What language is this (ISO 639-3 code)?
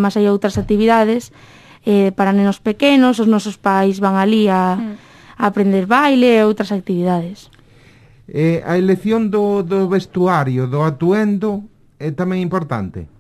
glg